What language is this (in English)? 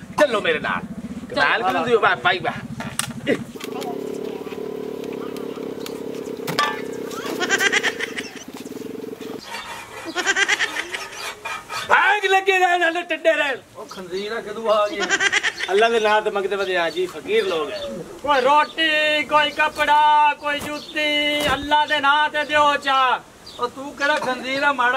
Punjabi